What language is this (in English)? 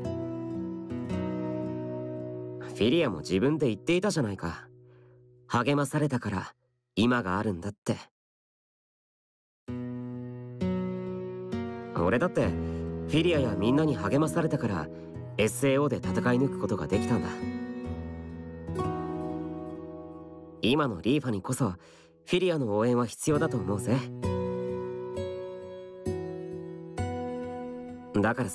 Japanese